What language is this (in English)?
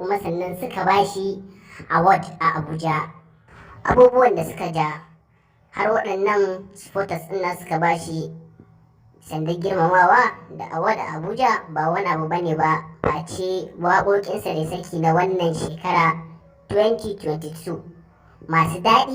Hausa